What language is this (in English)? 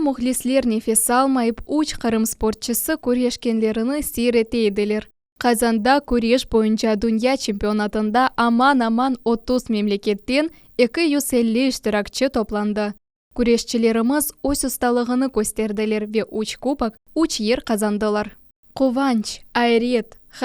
Crimean Tatar